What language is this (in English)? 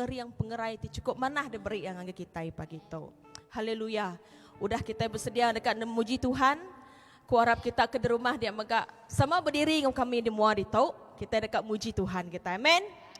Iban